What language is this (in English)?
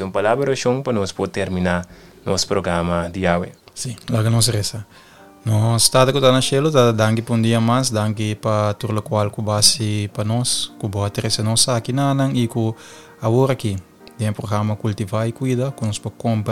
Papiamento